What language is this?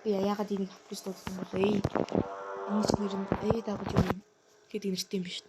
Mongolian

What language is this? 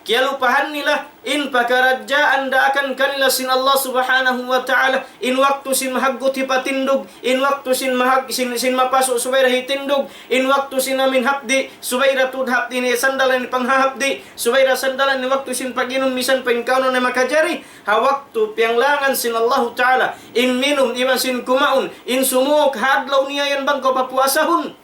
Tausug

